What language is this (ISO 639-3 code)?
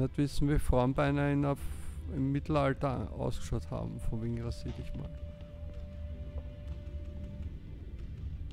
deu